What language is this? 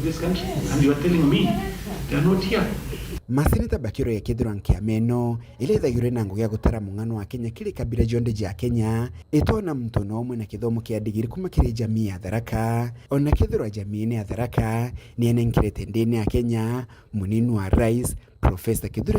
Meru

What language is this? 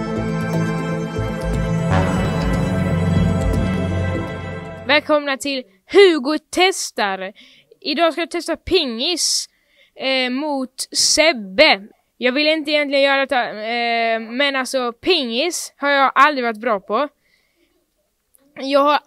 Swedish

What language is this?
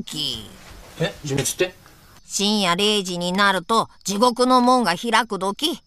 Japanese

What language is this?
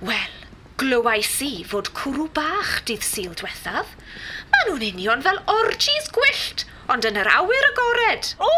Welsh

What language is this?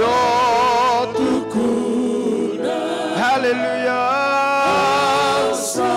Fijian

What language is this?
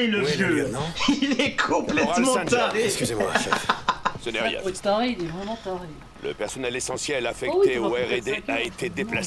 French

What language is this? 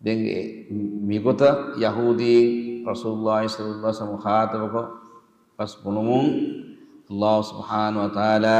Divehi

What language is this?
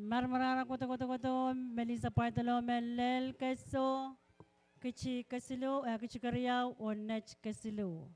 Pohnpeian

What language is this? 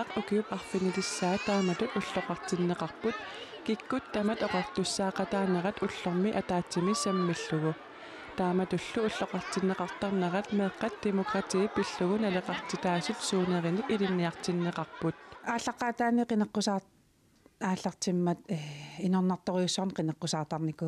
Kalaallisut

